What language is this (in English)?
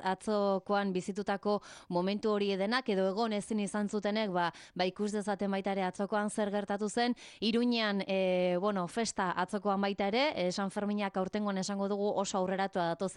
Basque